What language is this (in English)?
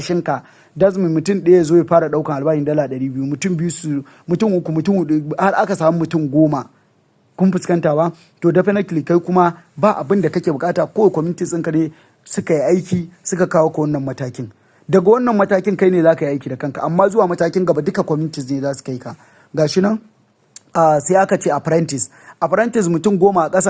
Hausa